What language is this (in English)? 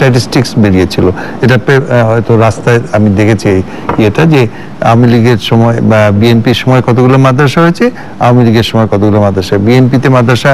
Bangla